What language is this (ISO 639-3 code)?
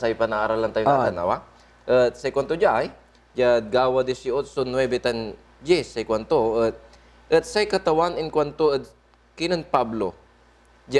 pag